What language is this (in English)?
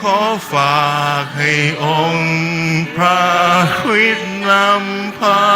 Akha